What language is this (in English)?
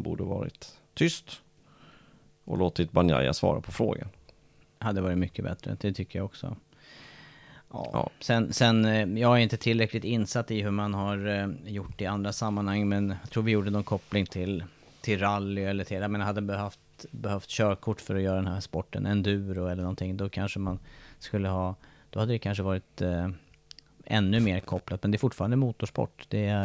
Swedish